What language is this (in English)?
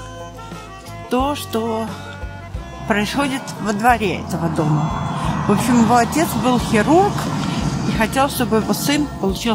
Russian